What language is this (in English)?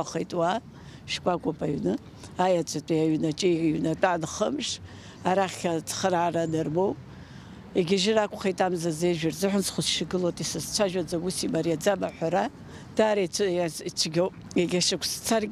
Abkhazian